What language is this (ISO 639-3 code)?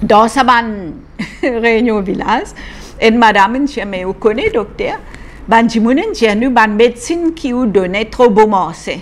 mfe